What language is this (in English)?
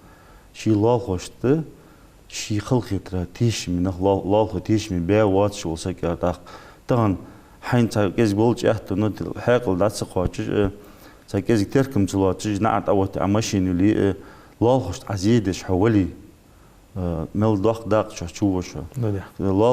Ingush